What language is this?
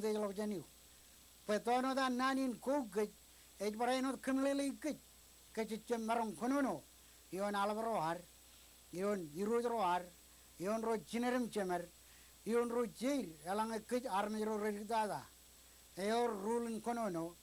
Marshallese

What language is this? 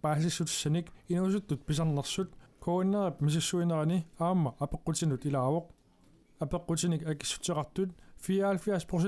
Kalaallisut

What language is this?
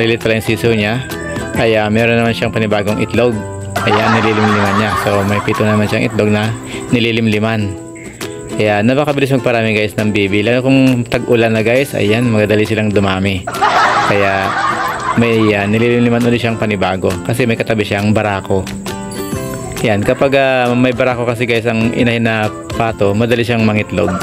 Filipino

